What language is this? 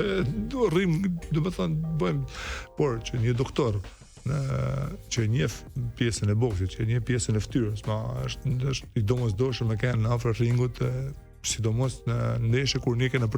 Albanian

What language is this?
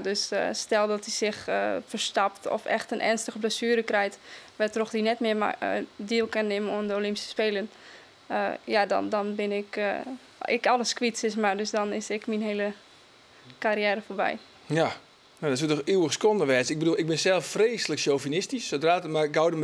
Western Frisian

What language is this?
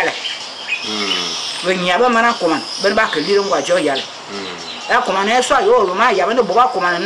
Fang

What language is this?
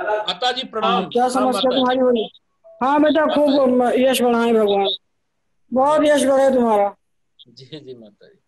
Sanskrit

